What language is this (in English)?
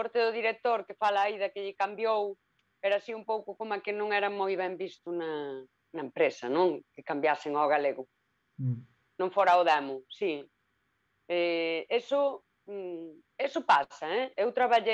Galician